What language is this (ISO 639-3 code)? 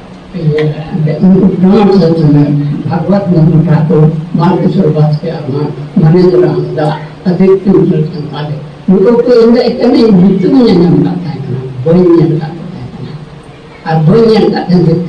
sat